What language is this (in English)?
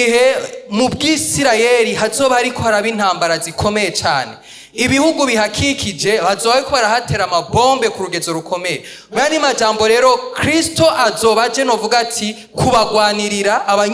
Rundi